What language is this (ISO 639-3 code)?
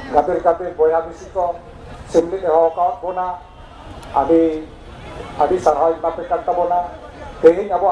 sat